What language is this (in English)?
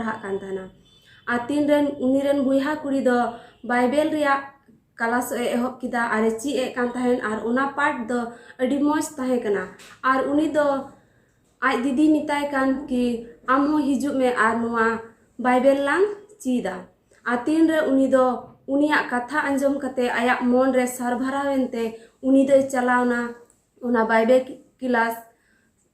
Santali